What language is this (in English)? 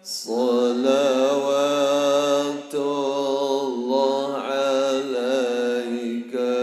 Sasak